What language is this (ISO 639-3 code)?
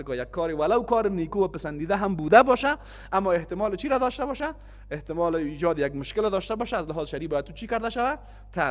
fas